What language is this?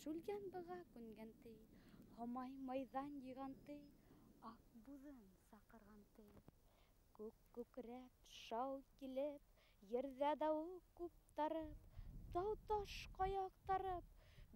Bashkir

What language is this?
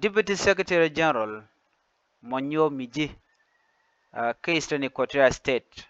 Nuer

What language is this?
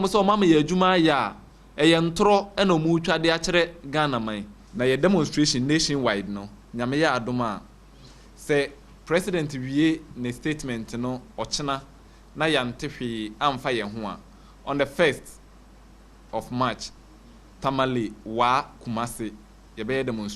Akan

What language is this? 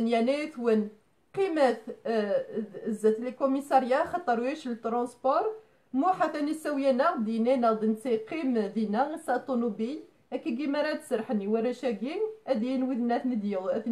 Kabyle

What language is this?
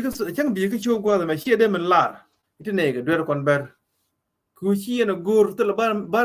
Nuer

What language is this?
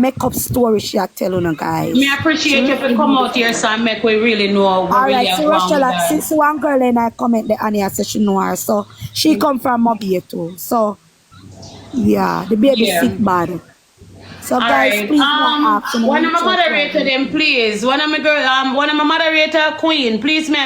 Jamaican Creole English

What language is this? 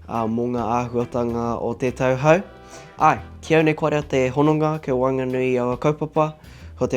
Māori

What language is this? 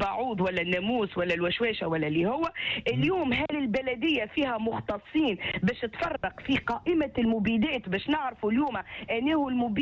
Tunisian Arabic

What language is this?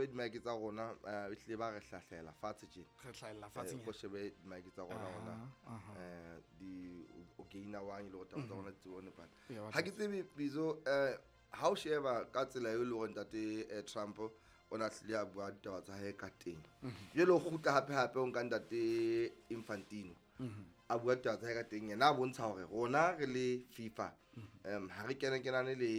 Southern Sotho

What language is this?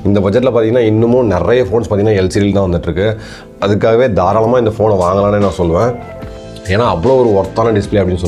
Tamil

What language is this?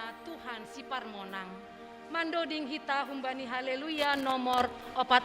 Batak Simalungun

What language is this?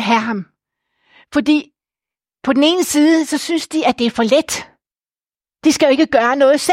Danish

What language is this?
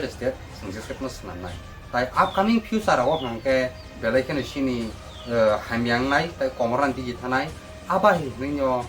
Kok Borok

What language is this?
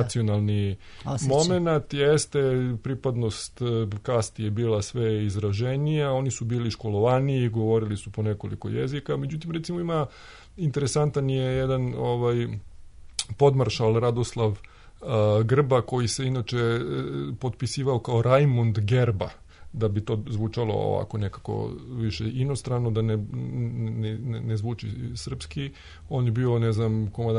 Serbian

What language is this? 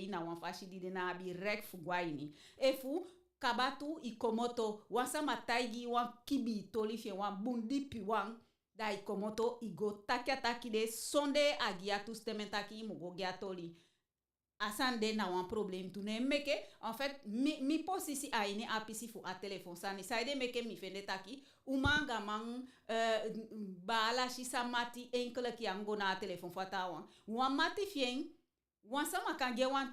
Eastern Maroon Creole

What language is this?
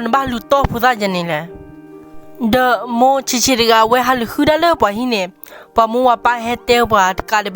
S'gaw Karen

